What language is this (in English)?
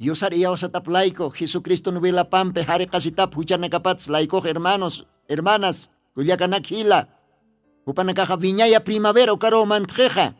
Aymara